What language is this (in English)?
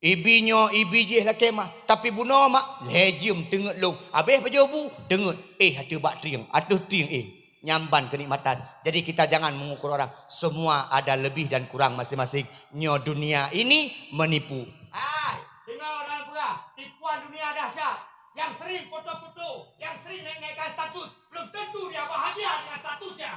Achinese